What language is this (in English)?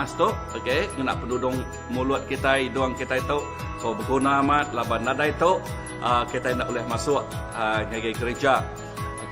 Iban